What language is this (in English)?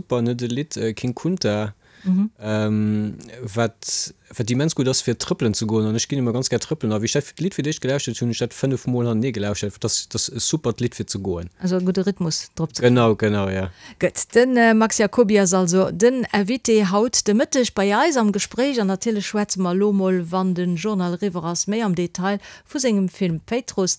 Luxembourgish